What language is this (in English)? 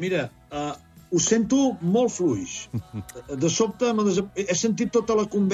Catalan